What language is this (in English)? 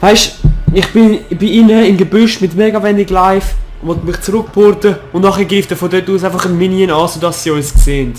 Swiss German